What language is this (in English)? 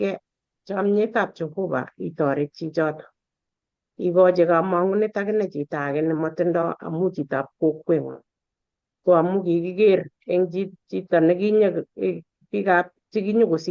Kalenjin